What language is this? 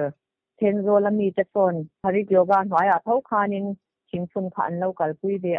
Mizo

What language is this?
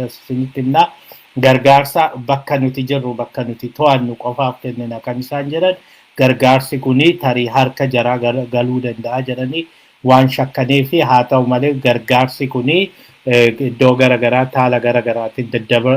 Oromo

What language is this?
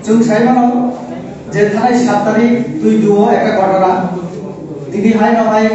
Kok Borok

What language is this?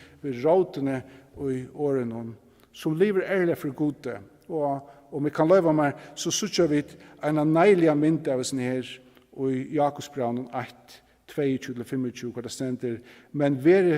Faroese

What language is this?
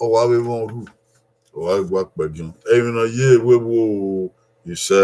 Bini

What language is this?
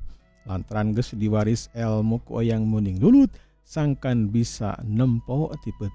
Sundanese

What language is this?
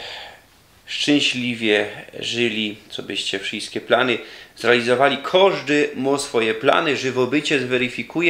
Silesian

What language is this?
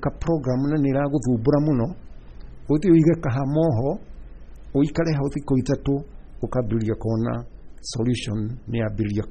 Kikuyu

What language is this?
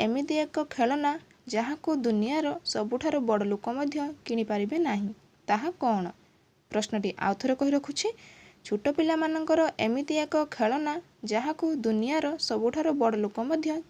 Odia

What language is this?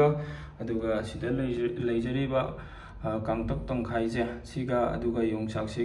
Manipuri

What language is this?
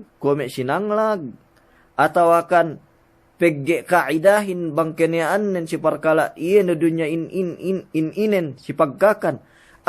Yakan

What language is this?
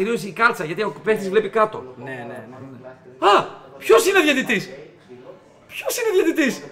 Greek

